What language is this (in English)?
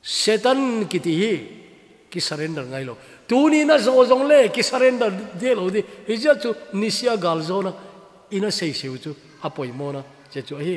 Thado Chin